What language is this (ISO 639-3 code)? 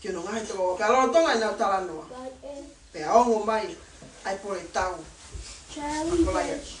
ton